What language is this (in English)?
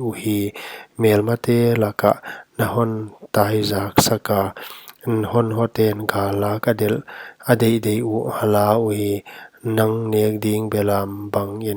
Paite Chin